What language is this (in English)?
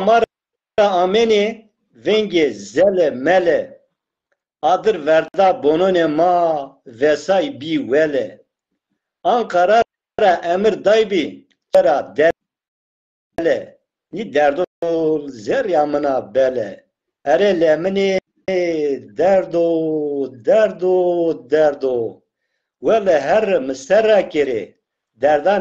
Zaza